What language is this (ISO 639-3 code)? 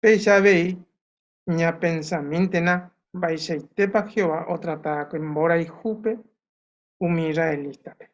grn